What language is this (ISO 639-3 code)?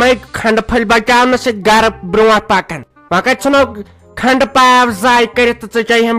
kas